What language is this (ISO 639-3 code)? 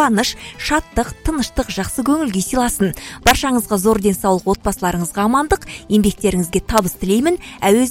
kaz